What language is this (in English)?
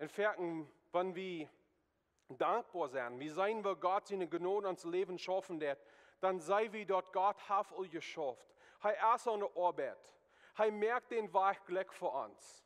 Plautdietsch